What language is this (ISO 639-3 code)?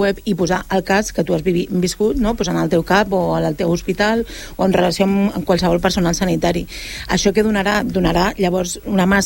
cat